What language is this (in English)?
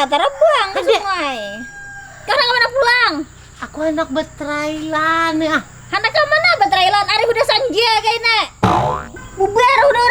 Banjar